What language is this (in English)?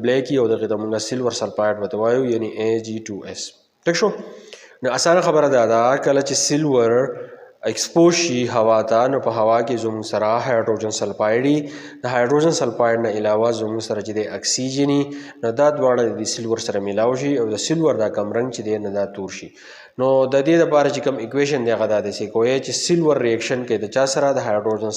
Pashto